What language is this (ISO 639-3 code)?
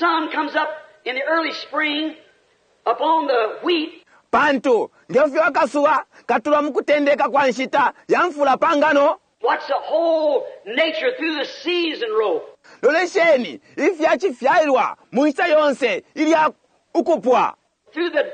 bem